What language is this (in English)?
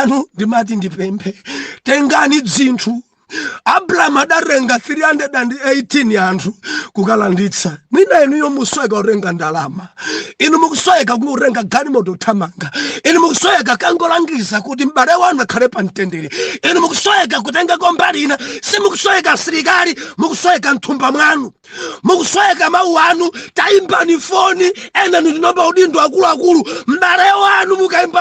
Nyanja